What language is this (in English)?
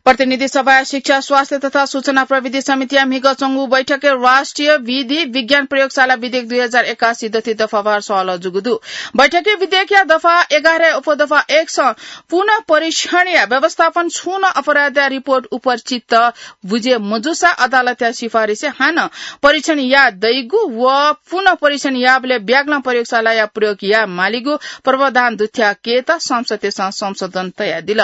Newari